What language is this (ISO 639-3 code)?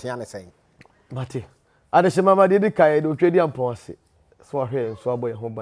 aka